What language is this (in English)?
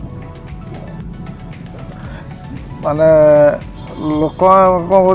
Odia